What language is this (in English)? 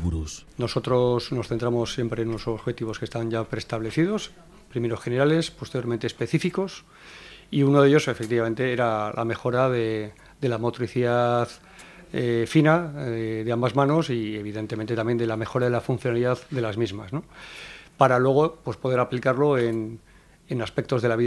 Spanish